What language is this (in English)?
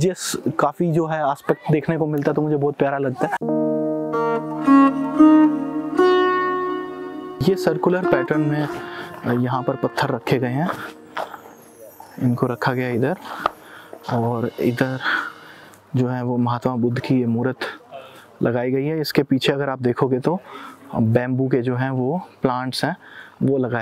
Hindi